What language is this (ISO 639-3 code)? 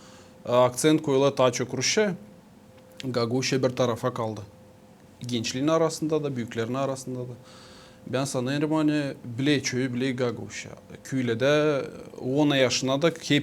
gag